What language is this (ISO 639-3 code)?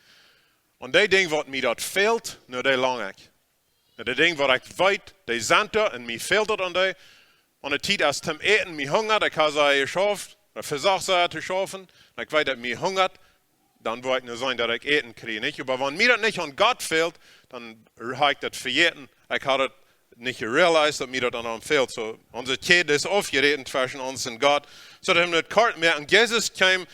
pdt